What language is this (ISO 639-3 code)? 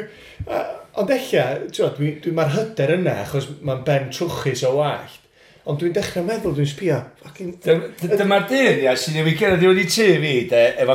cym